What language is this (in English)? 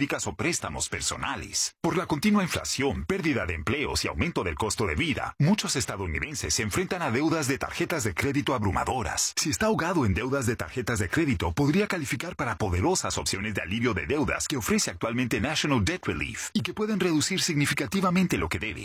Spanish